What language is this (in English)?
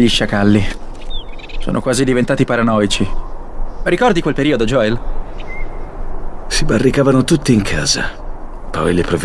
Italian